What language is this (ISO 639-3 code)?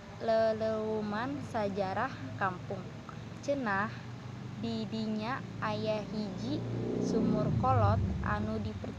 sun